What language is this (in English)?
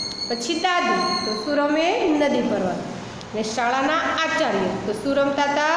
Gujarati